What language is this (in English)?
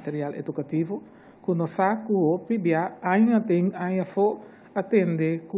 Papiamento